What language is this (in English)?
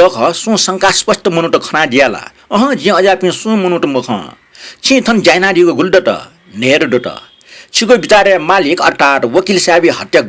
Newari